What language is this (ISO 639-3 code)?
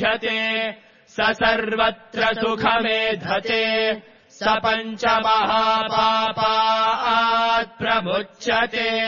san